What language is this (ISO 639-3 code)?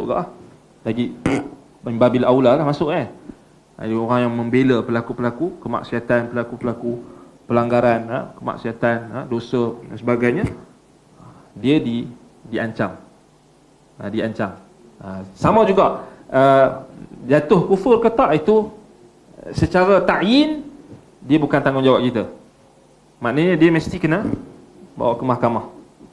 msa